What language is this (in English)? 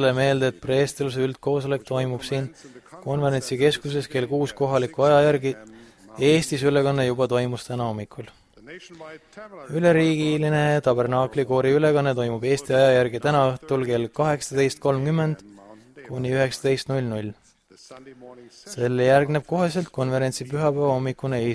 Estonian